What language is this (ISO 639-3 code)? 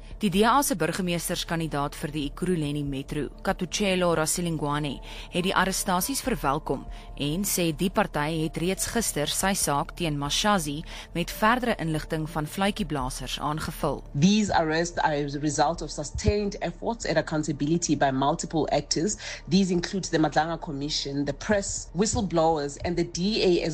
afr